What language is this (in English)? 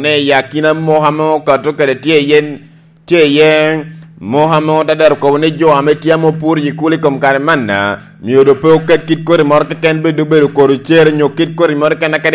Lango (Uganda)